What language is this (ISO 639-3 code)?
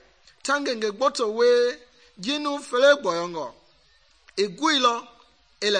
men